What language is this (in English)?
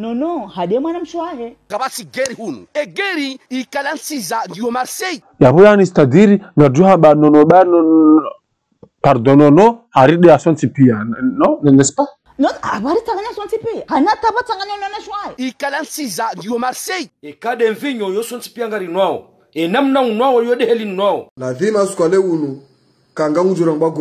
Ngazidja Comorian